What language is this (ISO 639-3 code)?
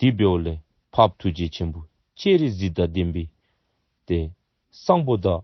dzo